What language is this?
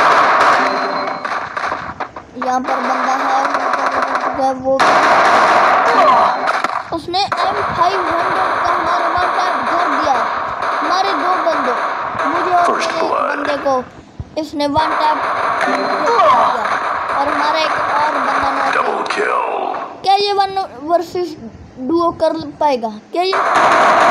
Hindi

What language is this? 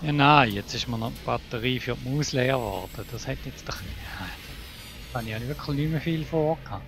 Swiss German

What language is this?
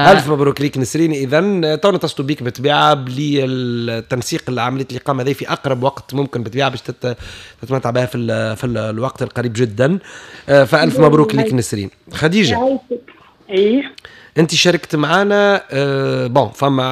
Tunisian Arabic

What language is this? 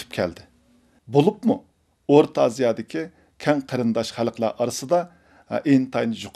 Uyghur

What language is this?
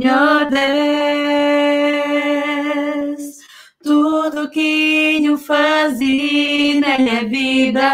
Kabuverdianu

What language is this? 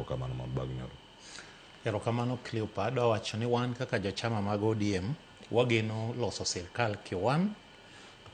Luo (Kenya and Tanzania)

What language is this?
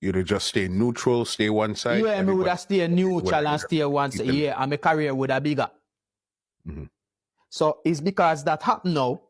Jamaican Creole English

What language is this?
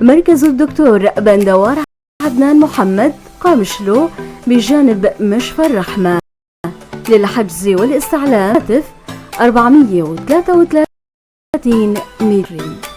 North Levantine Arabic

